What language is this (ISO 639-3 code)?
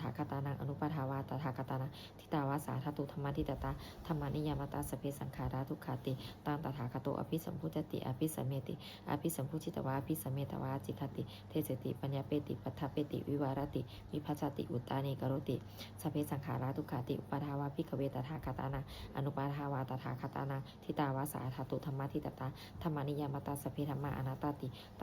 pli